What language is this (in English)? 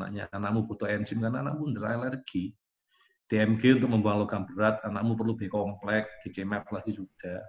Indonesian